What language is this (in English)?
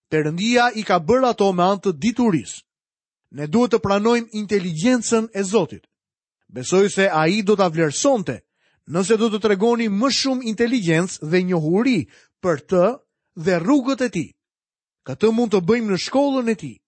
Albanian